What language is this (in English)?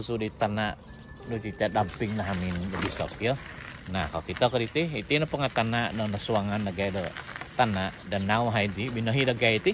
Central Dusun